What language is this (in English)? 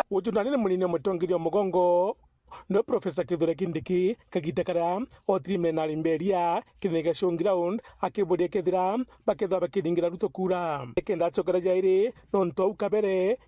Meru